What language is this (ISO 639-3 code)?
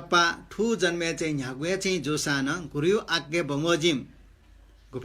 new